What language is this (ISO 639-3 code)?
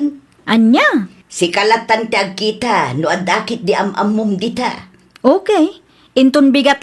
ilo